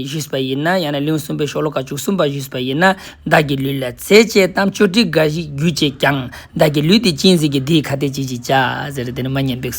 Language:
Ladakhi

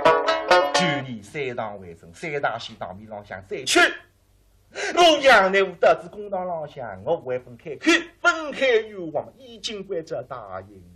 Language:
Wu Chinese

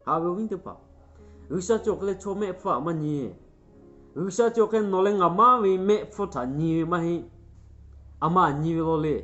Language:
Lahu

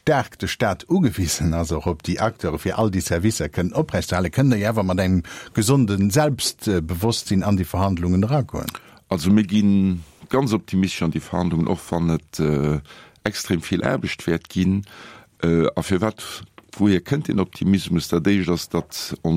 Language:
Luxembourgish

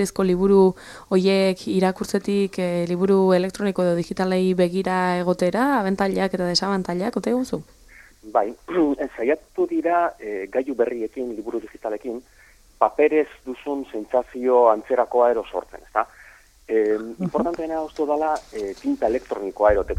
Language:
Basque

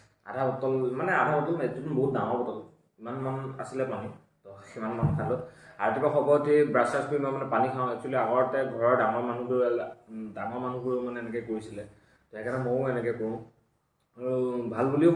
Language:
Assamese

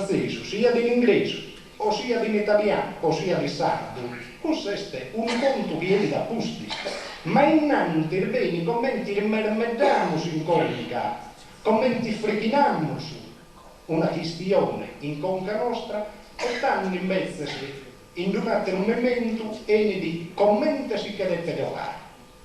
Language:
Sardinian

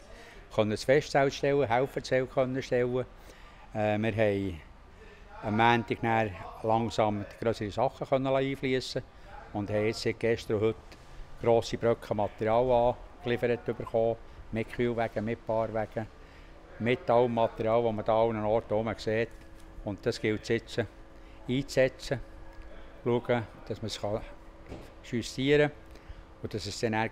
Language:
Swiss German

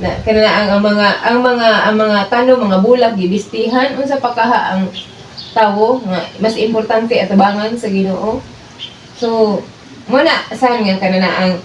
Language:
Cebuano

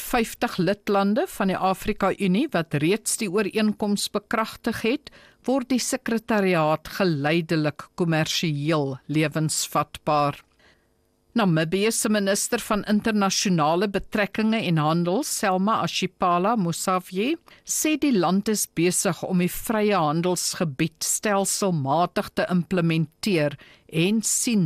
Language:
Afrikaans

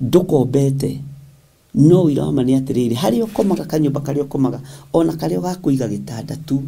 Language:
Kikuyu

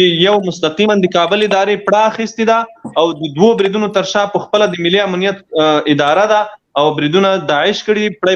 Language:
Pashto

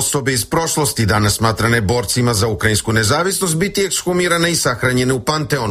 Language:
Serbian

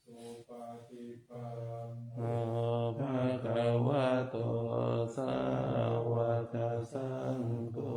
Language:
Pali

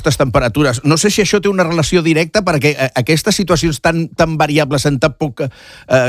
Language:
Catalan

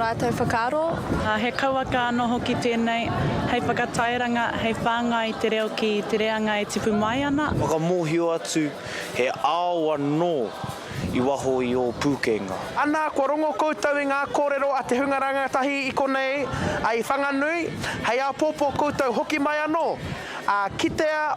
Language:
Māori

